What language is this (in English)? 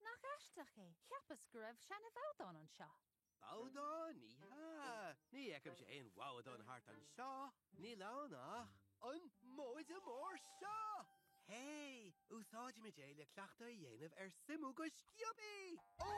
Irish